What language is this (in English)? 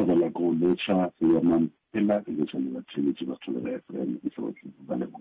Northern Sotho